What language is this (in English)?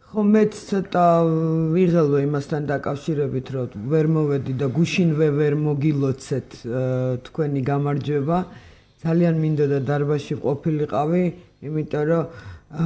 Georgian